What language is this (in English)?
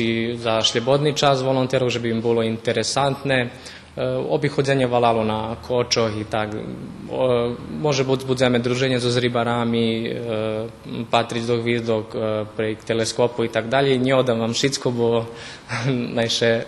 Rusyn